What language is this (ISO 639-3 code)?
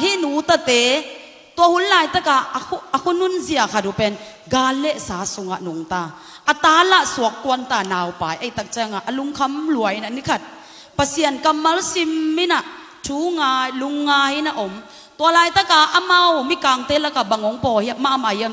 ctd